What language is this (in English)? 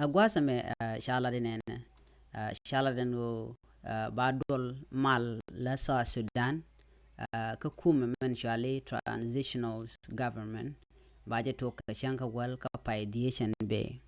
Nuer